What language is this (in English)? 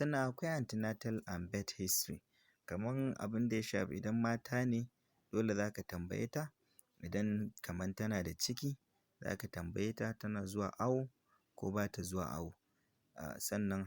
Hausa